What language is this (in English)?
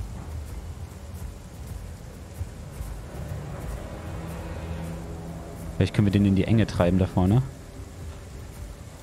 German